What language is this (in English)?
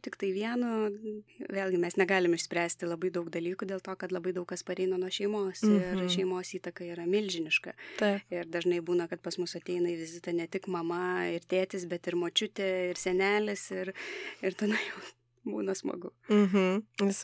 Lithuanian